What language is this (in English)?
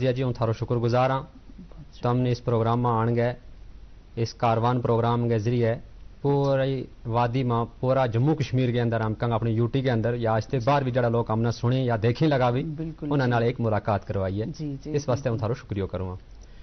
Gujari